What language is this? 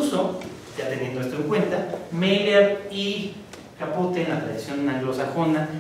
Spanish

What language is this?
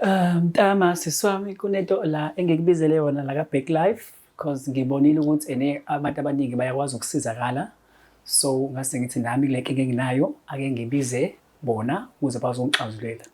Zulu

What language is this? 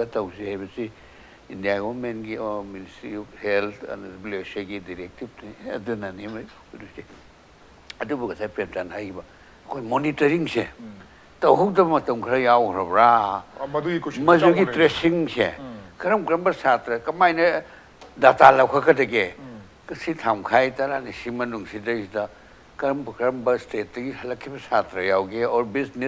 Manipuri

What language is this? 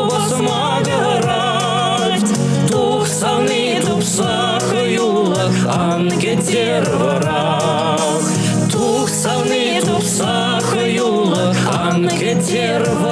Chuvash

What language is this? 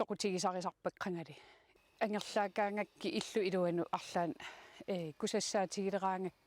Kalaallisut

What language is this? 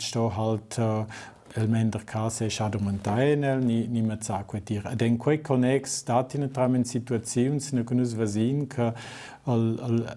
Romansh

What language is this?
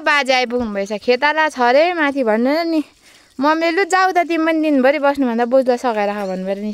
Nepali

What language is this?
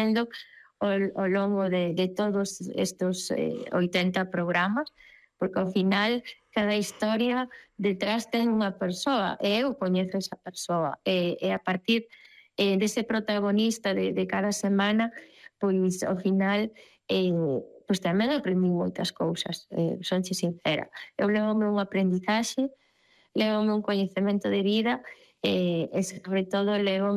Galician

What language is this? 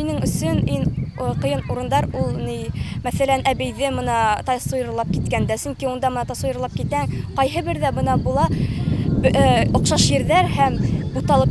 Bashkir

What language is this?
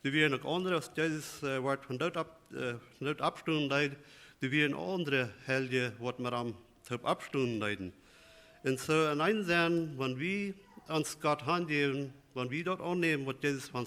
Plautdietsch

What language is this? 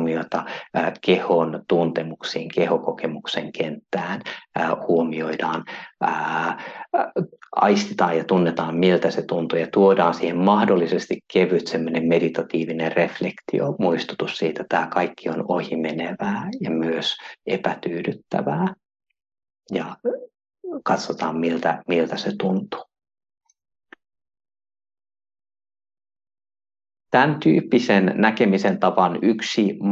Finnish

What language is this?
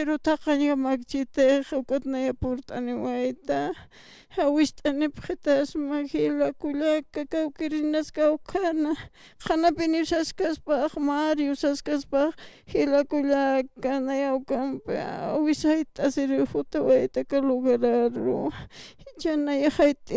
Aymara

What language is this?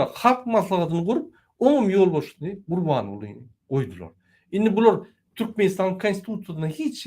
Turkmen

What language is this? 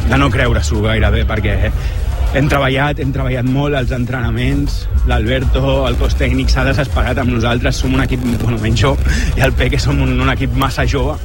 Catalan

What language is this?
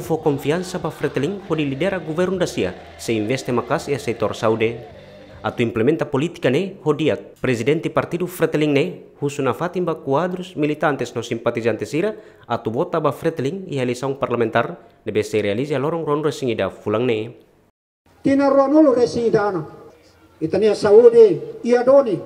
Tetum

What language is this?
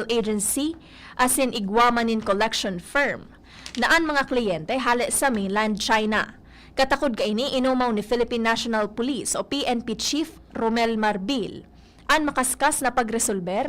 Bikol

